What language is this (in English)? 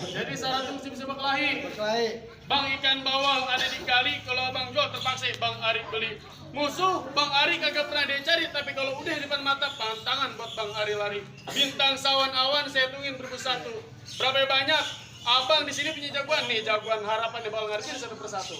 Betawi